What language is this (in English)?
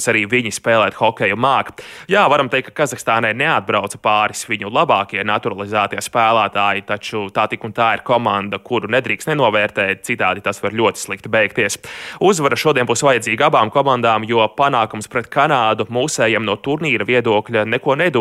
Latvian